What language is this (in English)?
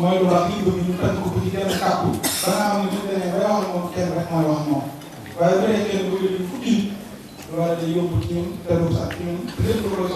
Wolof